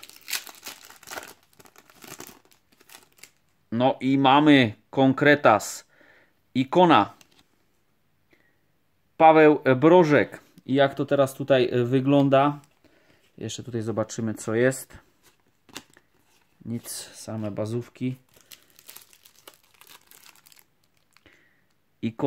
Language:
Polish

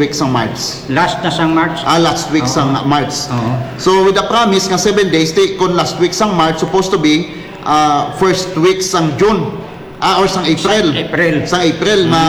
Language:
Hiligaynon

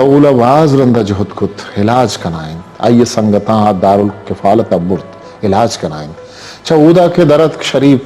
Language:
Eastern Balochi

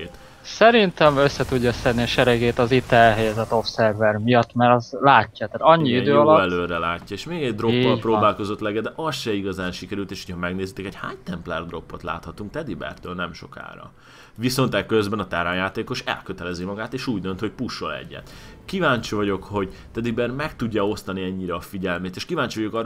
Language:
Hungarian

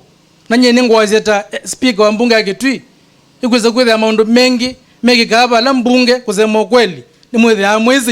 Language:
Kamba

